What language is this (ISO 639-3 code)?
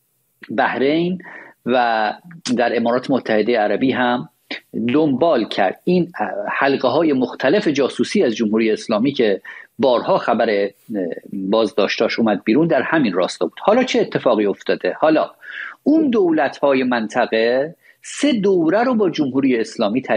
fas